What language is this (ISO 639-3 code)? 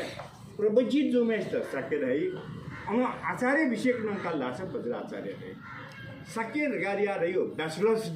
nep